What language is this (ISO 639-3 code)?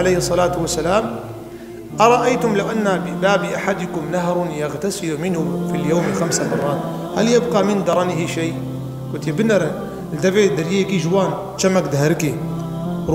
kur